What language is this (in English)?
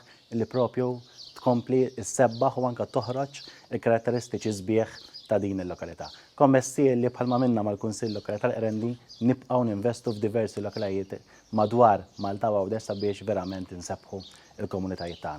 Maltese